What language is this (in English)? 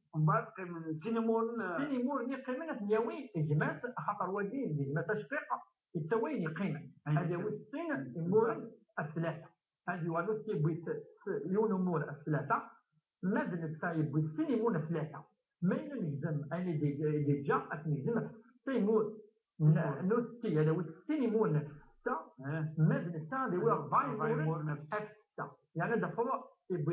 Kabyle